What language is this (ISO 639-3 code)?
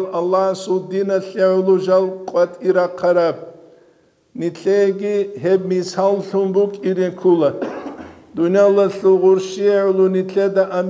ava